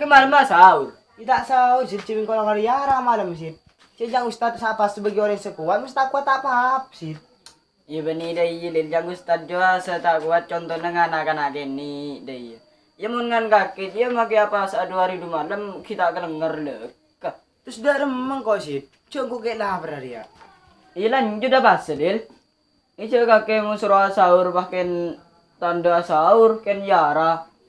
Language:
Madurese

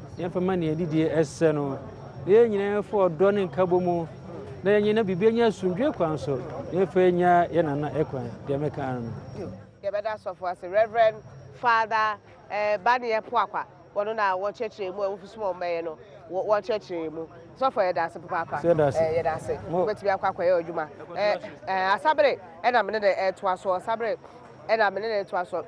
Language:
Akan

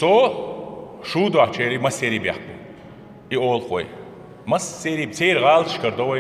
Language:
Chechen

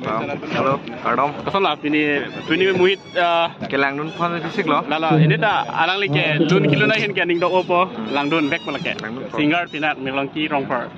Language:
Karbi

